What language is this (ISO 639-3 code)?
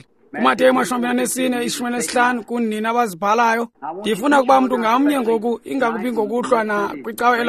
xho